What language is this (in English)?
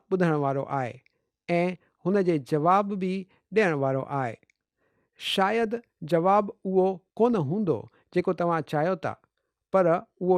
Sindhi